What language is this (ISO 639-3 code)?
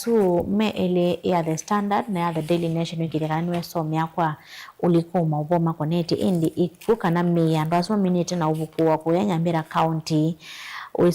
kam